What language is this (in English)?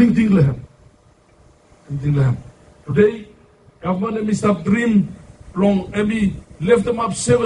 Bislama